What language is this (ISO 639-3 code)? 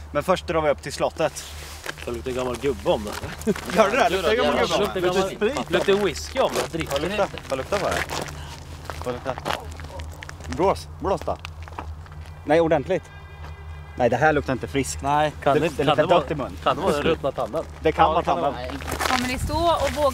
swe